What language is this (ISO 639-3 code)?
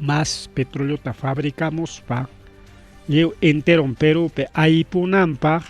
quy